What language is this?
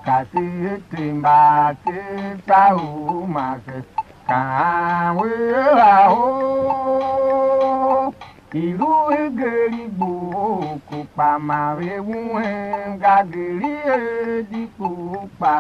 Tiv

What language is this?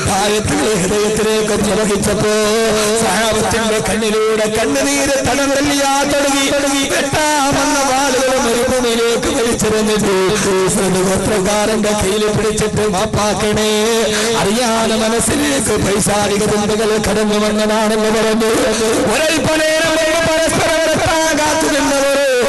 Malayalam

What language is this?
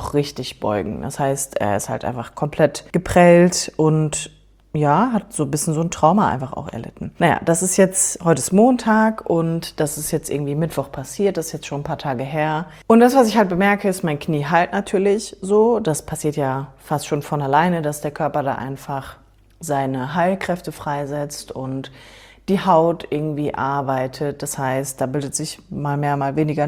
German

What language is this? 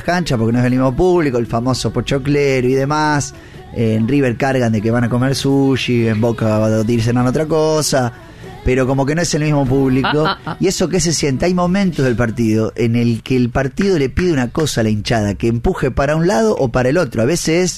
Spanish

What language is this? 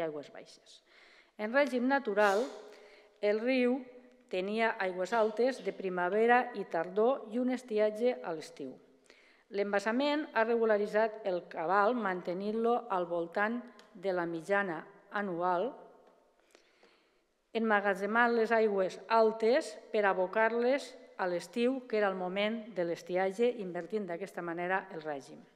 Catalan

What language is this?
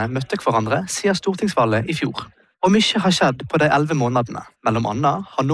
Norwegian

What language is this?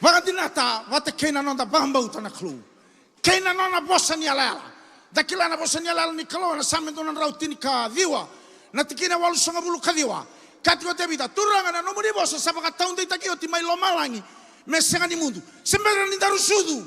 Fijian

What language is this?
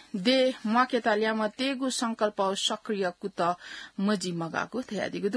Newari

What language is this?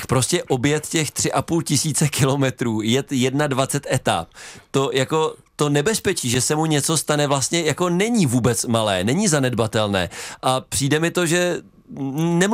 Czech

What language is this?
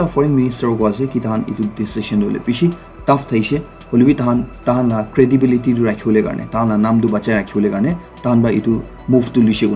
Naga Pidgin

